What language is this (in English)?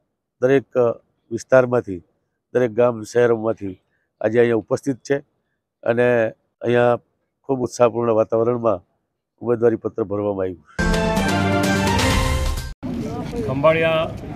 Gujarati